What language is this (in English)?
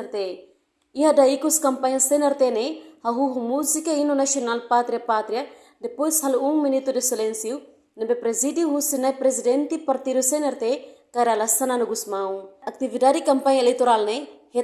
Tetum